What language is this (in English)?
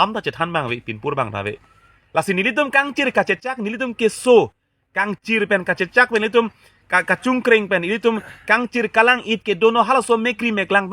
Karbi